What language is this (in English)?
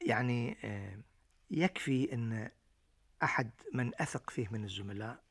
Gulf Arabic